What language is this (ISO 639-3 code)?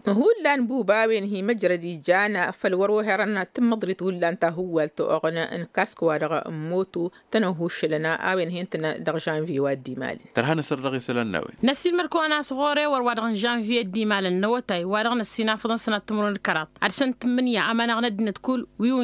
taq